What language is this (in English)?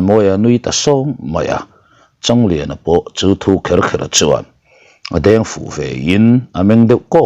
Mizo